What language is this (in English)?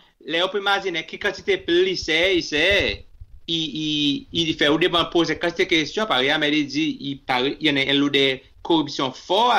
Seselwa Creole French